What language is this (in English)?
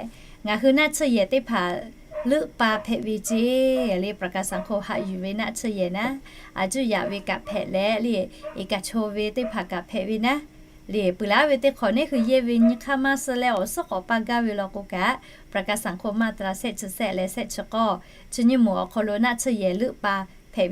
Lahu